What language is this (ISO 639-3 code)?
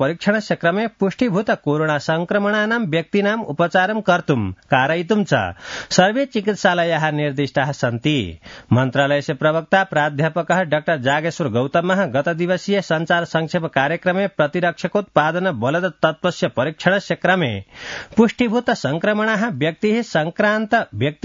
san